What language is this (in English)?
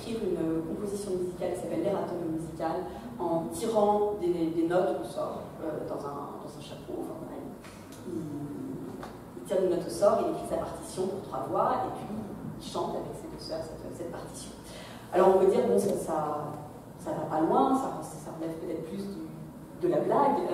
French